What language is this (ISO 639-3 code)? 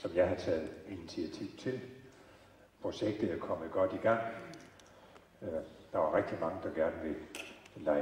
dan